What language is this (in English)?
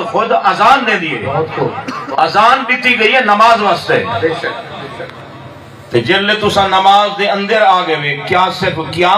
Saraiki